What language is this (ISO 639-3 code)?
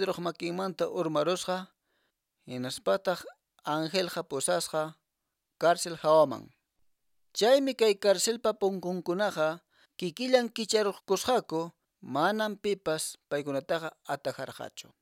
que